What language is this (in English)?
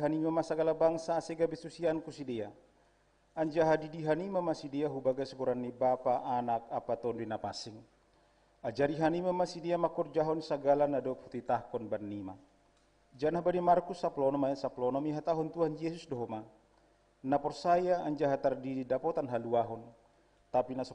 Batak Simalungun